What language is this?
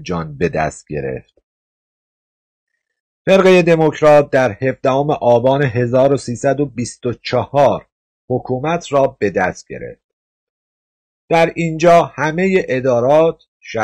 Persian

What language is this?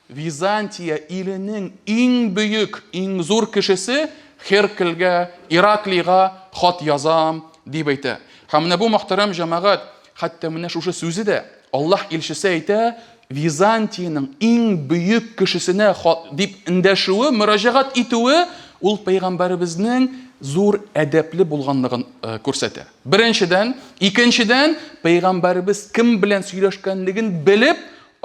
Tatar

